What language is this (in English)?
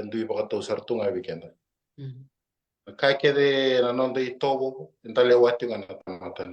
Fijian